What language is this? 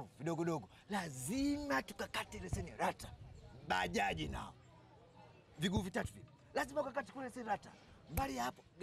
Swahili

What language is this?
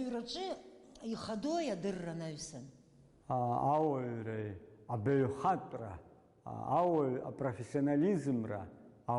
Abkhazian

